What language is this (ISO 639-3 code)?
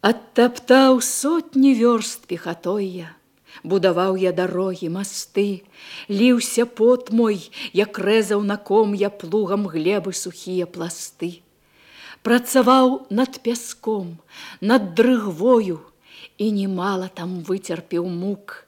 bel